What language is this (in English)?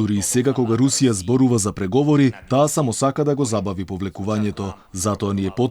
Macedonian